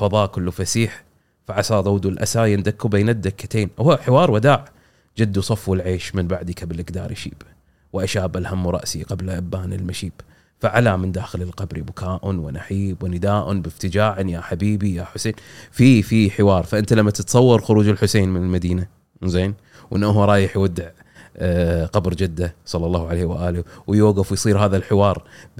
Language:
Gulf Arabic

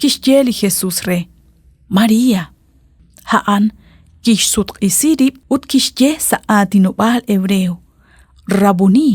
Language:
Kekchí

